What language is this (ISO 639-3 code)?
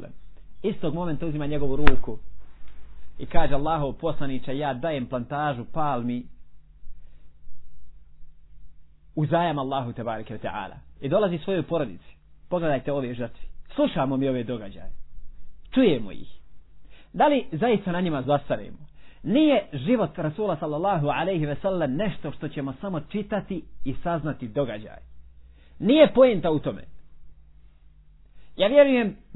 bos